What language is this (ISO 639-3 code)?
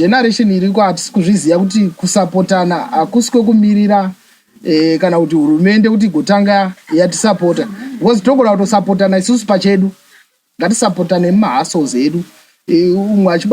sna